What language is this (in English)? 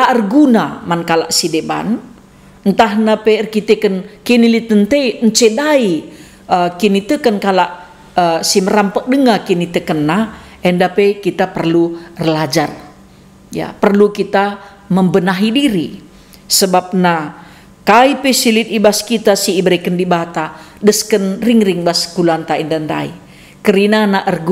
Batak Karo